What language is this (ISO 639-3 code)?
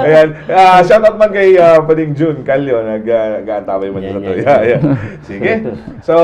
bik